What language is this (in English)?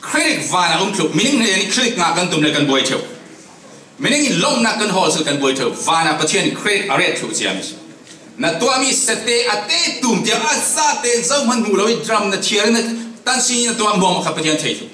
Falam Chin